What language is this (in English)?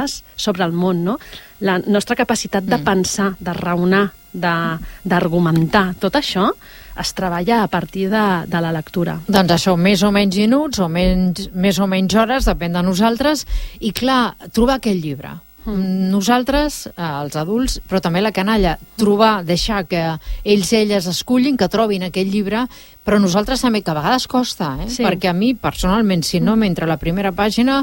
Catalan